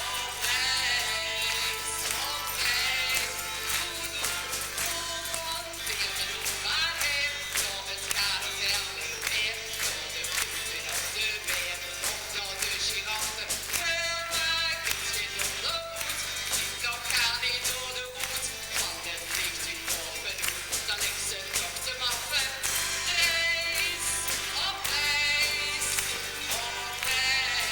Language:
Limburgish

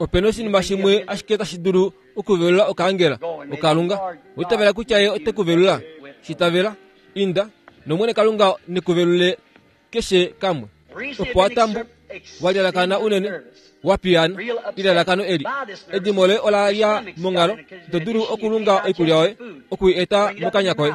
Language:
Kuanyama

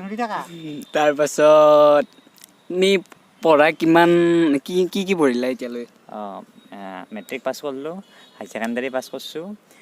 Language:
Assamese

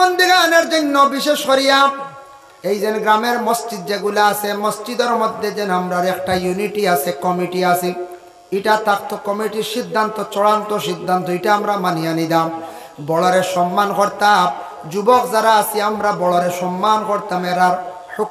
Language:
Sylheti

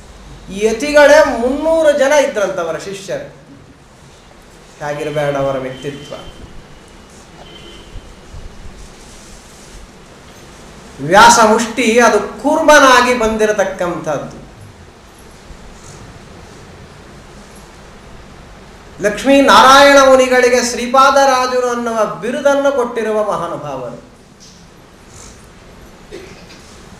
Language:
Kannada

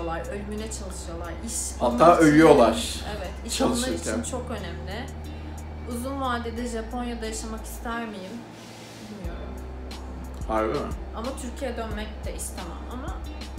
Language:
Turkish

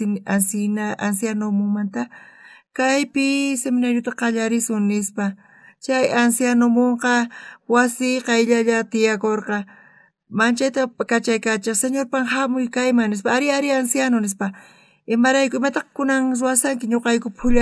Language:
South Bolivian Quechua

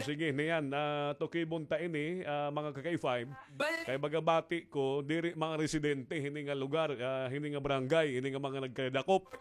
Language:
Waray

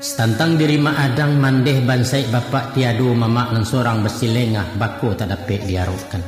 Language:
Minangkabau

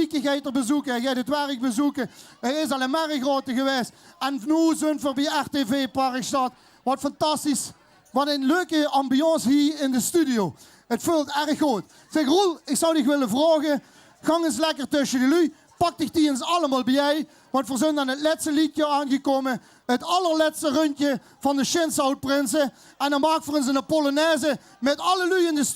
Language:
Limburgish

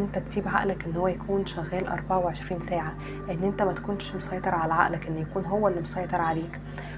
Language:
Egyptian Arabic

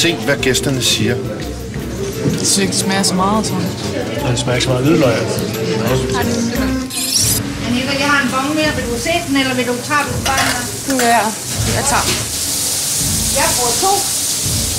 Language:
Danish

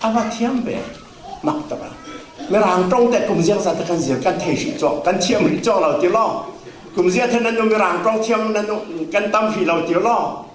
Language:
Falam Chin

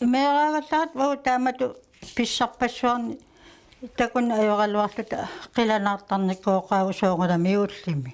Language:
Kalaallisut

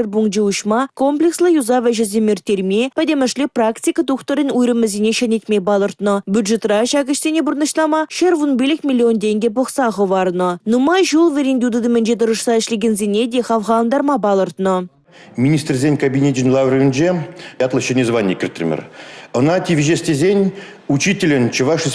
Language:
Chuvash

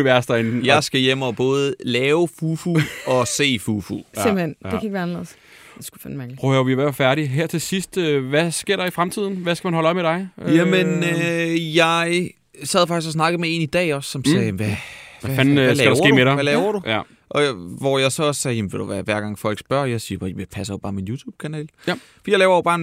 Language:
Danish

